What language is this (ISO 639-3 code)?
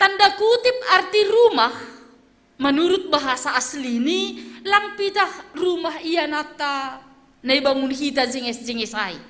bts